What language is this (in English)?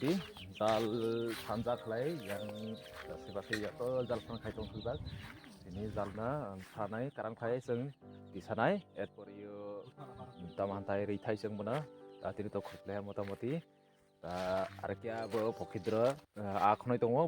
Kok Borok